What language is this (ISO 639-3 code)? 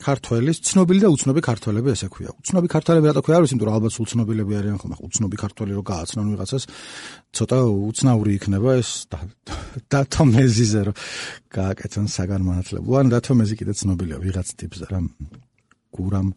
kat